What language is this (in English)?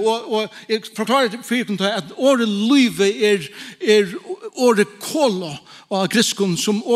Faroese